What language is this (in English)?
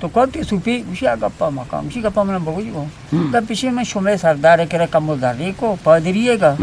Eastern Balochi